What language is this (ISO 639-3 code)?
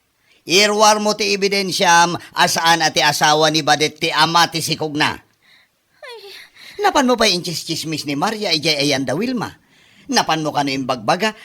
ilo